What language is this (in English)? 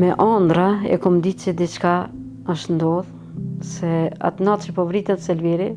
Albanian